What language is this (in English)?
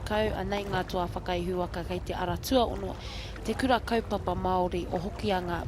Māori